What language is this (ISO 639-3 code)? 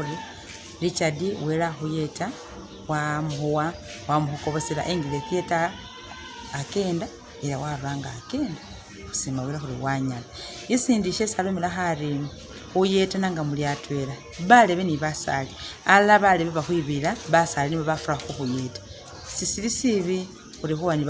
myx